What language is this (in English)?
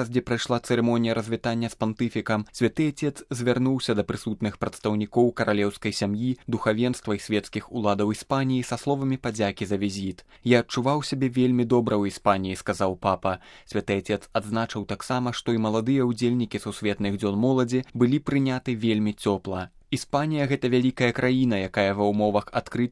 Belarusian